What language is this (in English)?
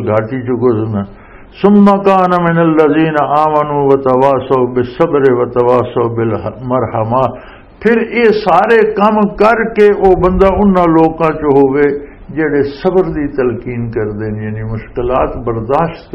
Western Panjabi